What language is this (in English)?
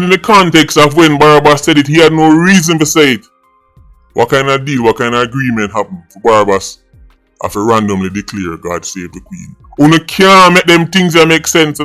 Jamaican Creole English